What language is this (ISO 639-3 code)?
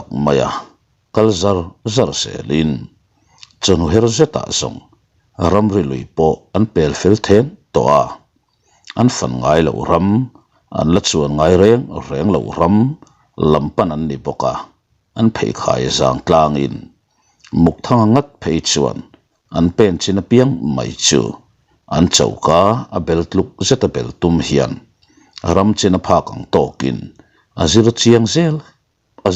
lus